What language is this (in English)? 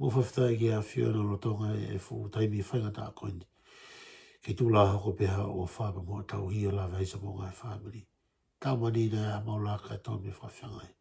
Tongan